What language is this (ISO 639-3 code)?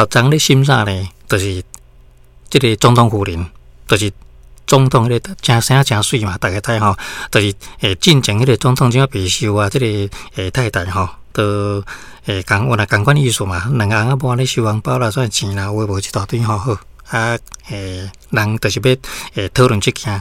nan